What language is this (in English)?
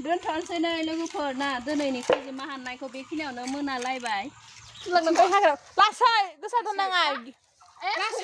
Bodo